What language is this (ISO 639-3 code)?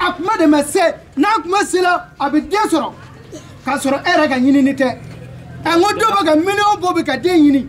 sna